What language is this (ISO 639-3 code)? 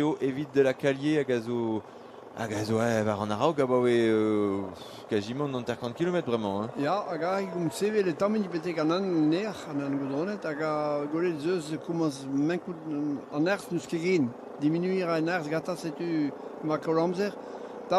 bre